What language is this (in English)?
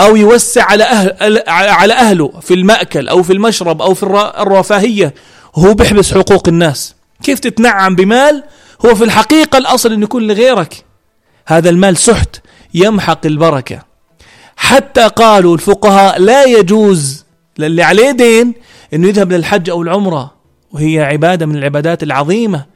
North Levantine Arabic